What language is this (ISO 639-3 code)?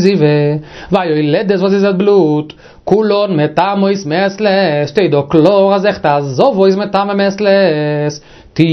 yid